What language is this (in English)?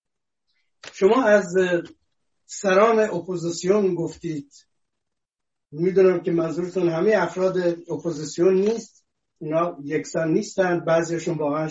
Persian